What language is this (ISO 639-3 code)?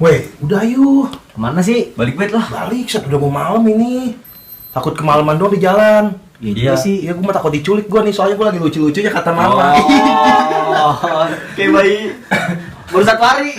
bew